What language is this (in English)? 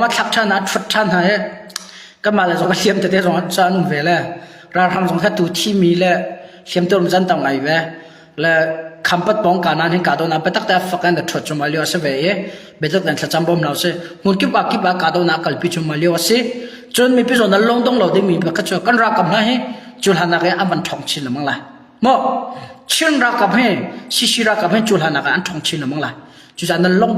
Hakha Chin